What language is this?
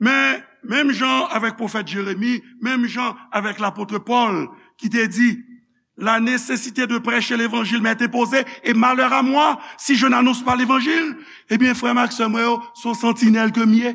Haitian Creole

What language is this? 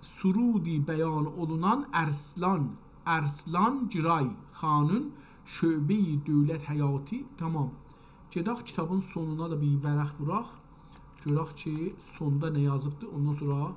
South Azerbaijani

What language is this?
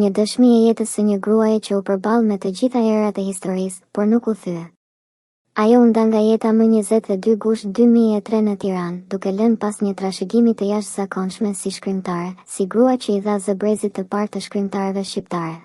Albanian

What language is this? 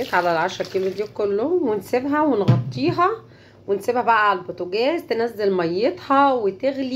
Egyptian Arabic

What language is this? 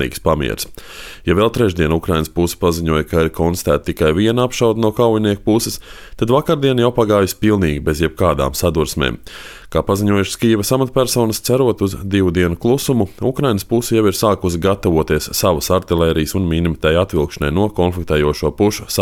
Latvian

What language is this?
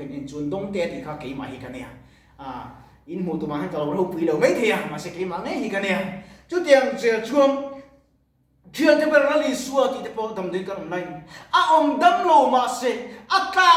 Mizo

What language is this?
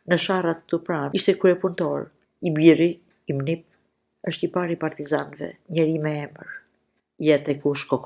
Albanian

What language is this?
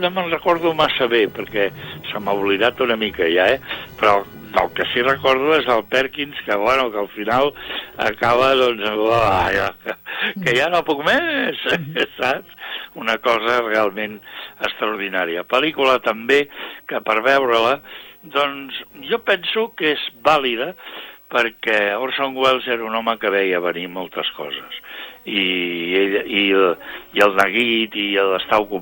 Catalan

